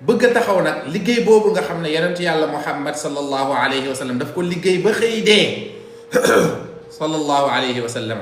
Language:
Wolof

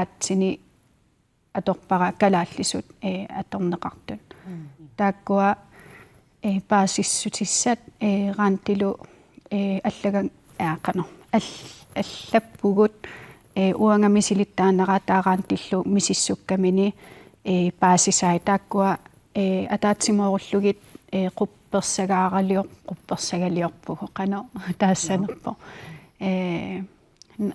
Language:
Kalaallisut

